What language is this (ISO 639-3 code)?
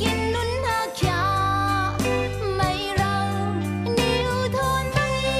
cfm